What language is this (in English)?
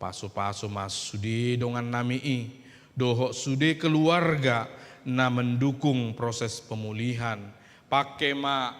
Batak Toba